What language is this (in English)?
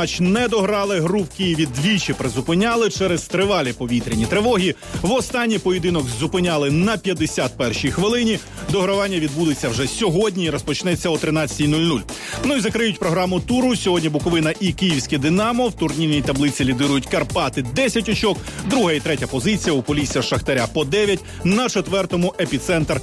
Ukrainian